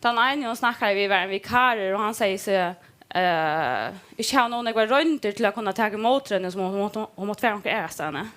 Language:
Faroese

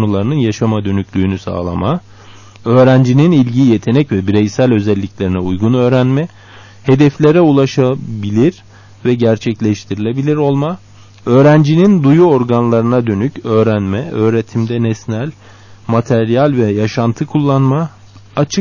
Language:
Turkish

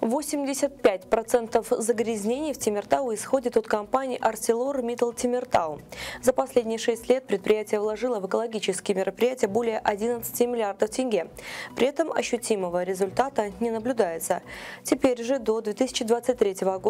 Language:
Russian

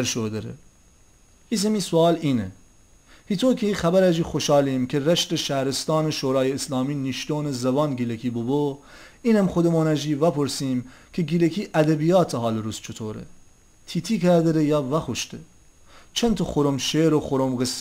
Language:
Gilaki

